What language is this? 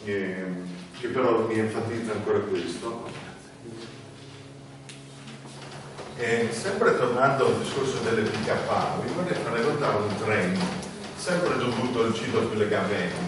Italian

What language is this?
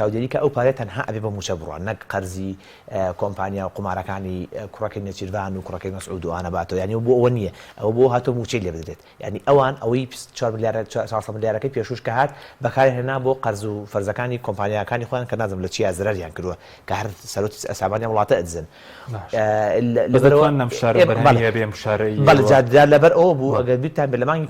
Central Kurdish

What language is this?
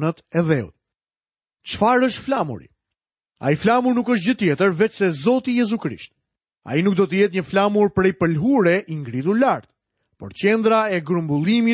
Albanian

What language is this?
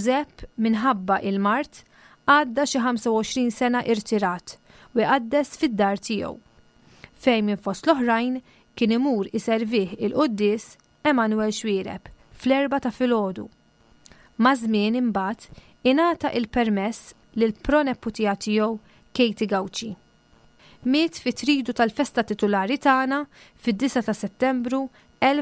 Maltese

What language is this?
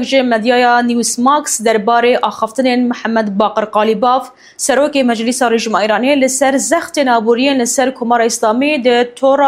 Kurdish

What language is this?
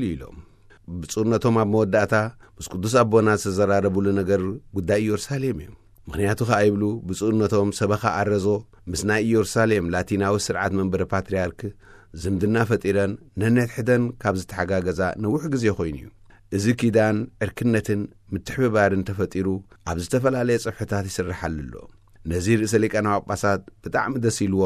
Tigrinya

